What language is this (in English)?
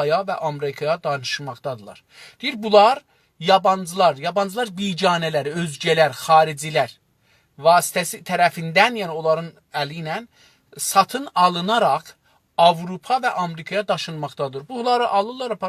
South Azerbaijani